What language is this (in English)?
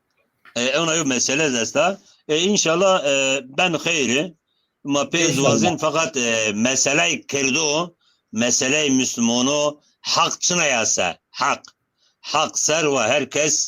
Zaza